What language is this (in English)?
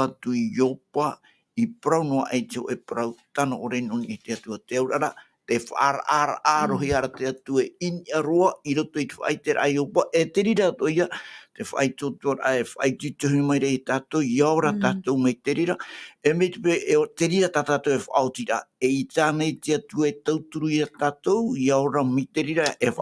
Tahitian